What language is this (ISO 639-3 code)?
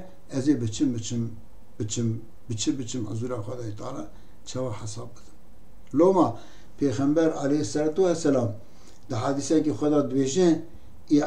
kur